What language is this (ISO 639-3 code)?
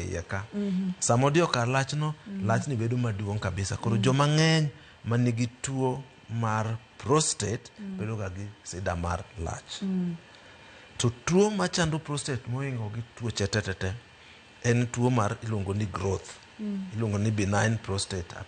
luo